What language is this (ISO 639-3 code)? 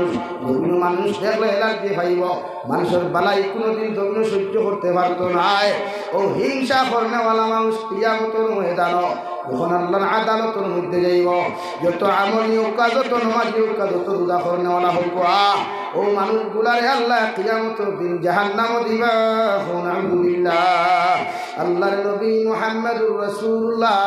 syl